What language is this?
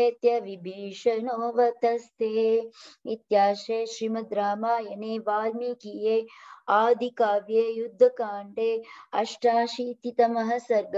Sanskrit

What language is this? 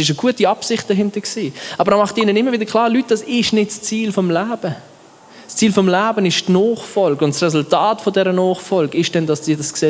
Swiss German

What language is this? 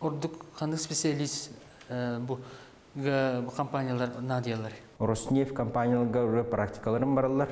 Yakut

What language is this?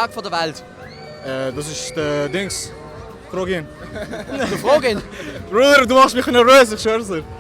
Swiss German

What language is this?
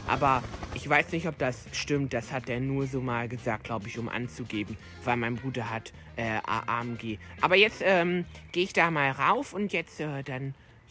German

